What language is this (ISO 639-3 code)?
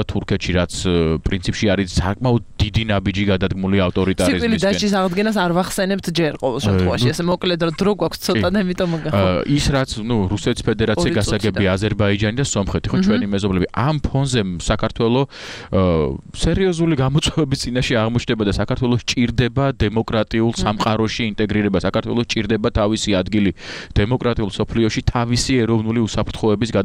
kat